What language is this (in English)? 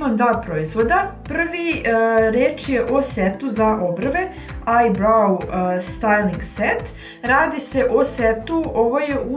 Croatian